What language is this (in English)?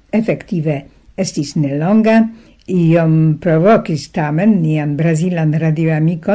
Esperanto